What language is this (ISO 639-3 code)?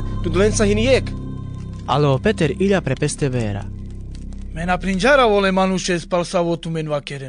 rmc